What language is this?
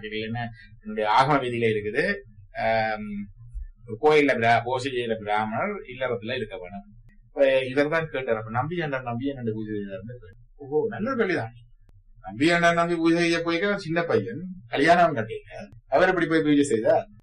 Tamil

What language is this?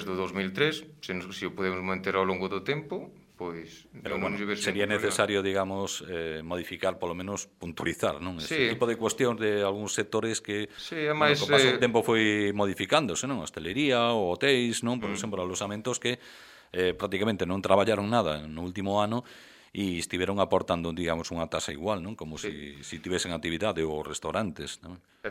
Galician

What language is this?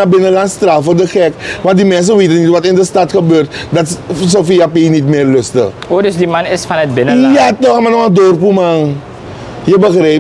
Sranan Tongo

